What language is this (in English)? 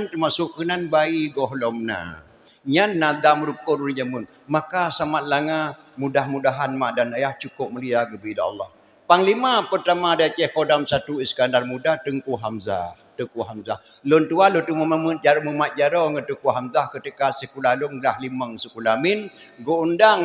Achinese